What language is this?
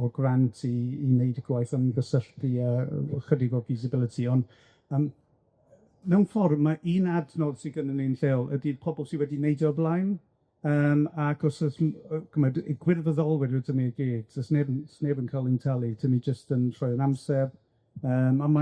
Welsh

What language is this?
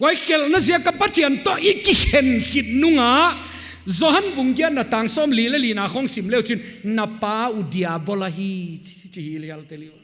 Paite Chin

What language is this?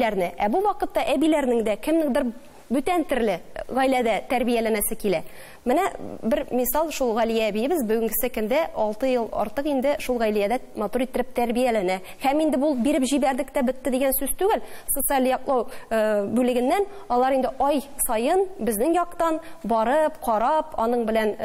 Tatar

